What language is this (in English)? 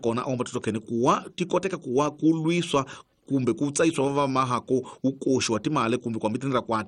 Tsonga